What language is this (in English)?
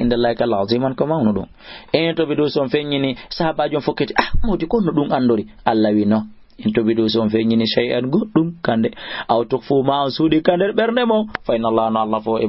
Fula